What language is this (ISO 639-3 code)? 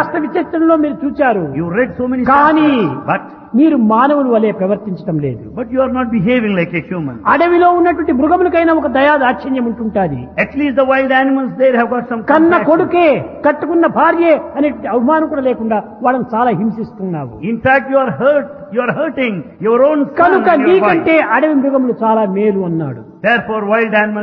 tel